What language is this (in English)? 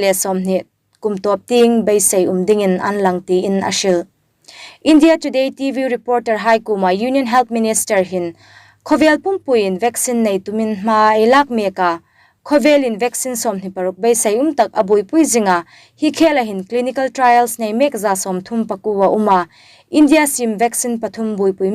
Hmar